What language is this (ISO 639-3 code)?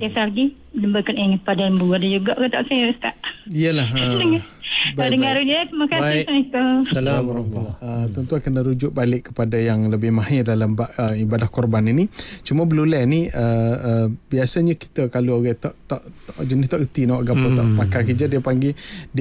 msa